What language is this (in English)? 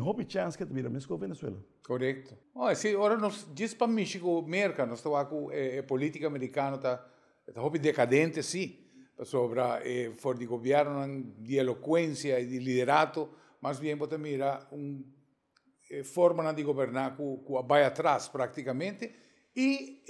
Papiamento